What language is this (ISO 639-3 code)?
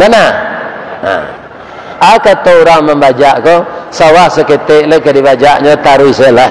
min